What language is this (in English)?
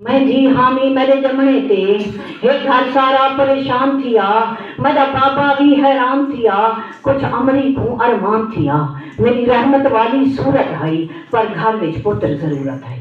Saraiki